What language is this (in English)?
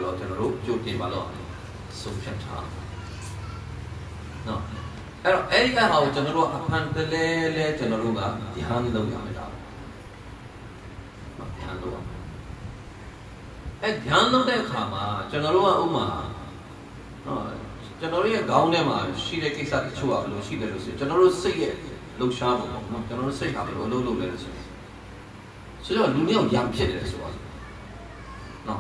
Burmese